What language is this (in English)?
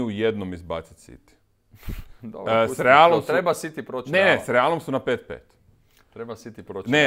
Croatian